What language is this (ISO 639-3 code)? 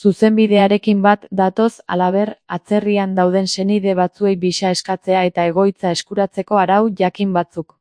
eus